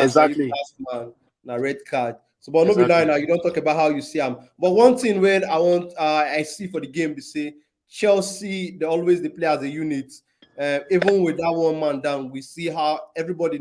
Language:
Nigerian Pidgin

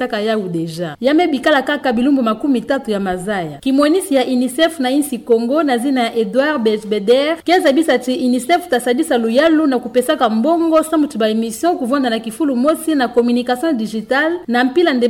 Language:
Kituba (Democratic Republic of Congo)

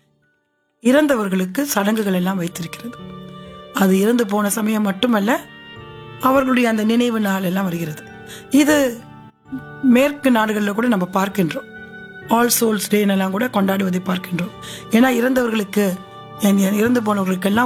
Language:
Tamil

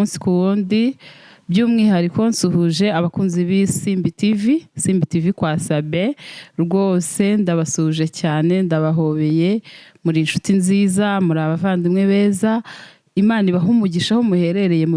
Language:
Kinyarwanda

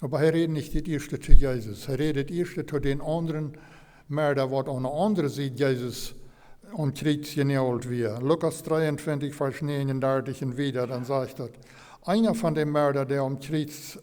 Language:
Plautdietsch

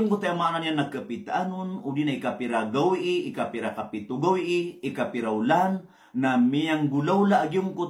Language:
Maranao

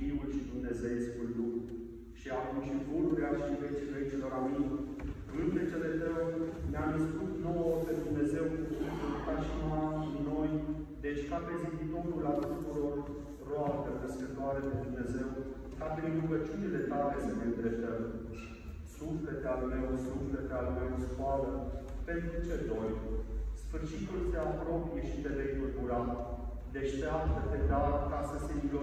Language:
Romanian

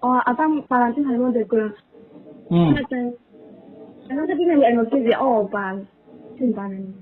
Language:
Riang (India)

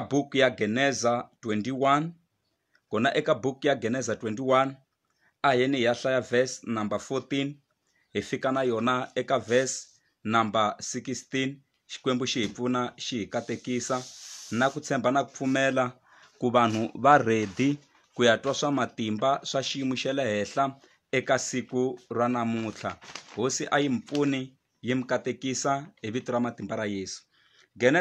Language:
Tsonga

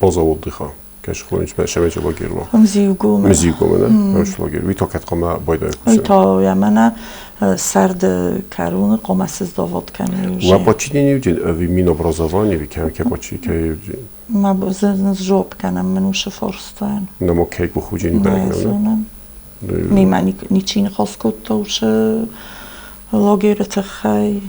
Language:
Ossetic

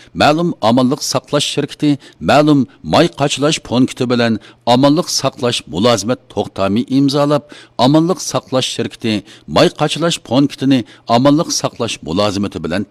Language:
Uyghur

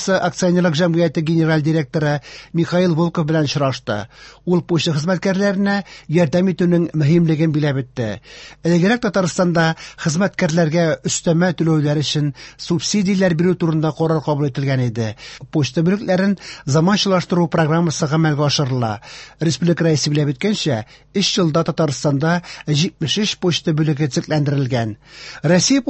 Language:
Tatar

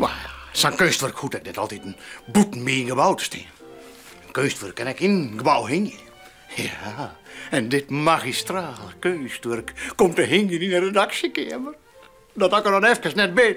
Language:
Western Frisian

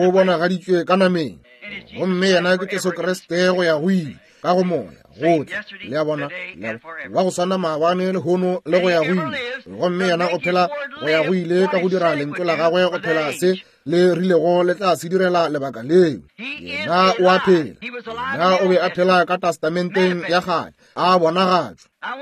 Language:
Northern Sotho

